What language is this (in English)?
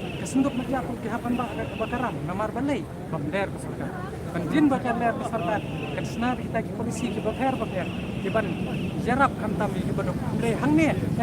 Khasi